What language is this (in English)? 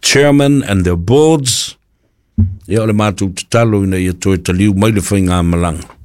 Samoan